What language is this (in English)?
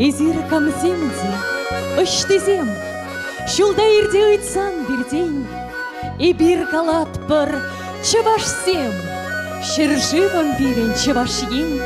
Chuvash